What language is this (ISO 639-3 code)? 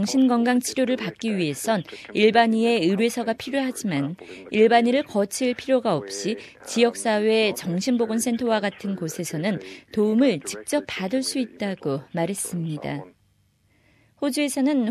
kor